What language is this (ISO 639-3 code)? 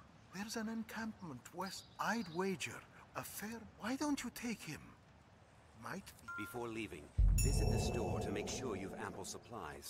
eng